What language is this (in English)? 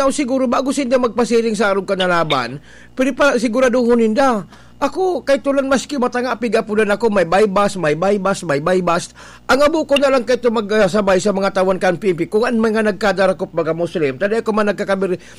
Bikol